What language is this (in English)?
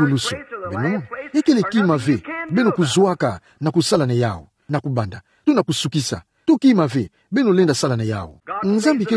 Kituba (Democratic Republic of Congo)